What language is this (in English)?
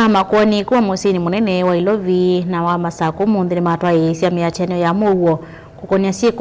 Kamba